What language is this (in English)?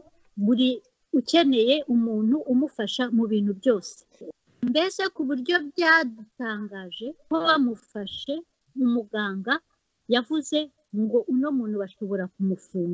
Kinyarwanda